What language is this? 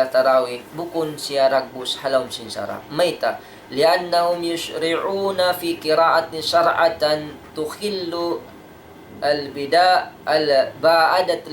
Tausug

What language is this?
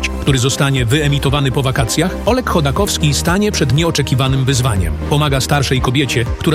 Polish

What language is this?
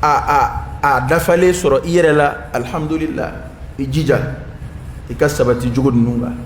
Dyula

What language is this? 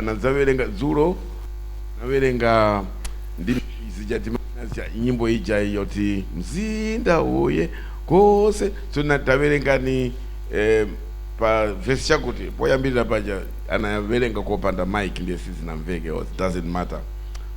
Nyanja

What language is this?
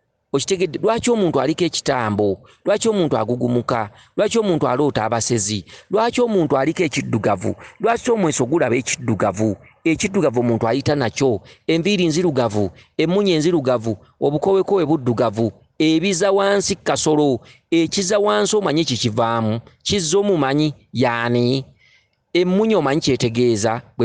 Ganda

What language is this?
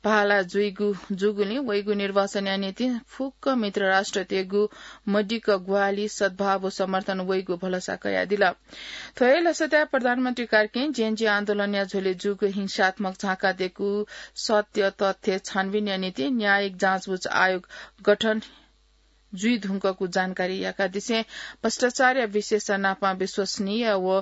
Newari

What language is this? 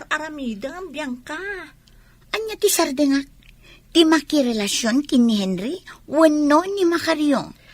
Iloko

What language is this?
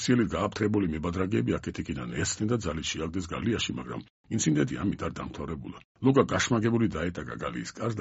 Georgian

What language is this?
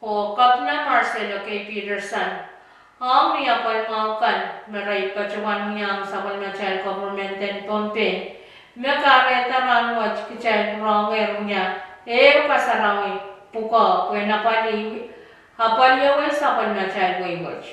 Pohnpeian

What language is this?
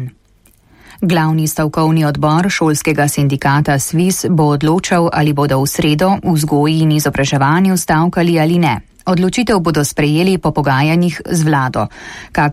Slovenian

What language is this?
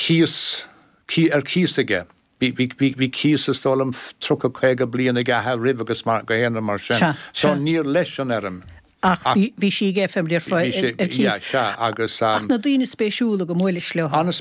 Irish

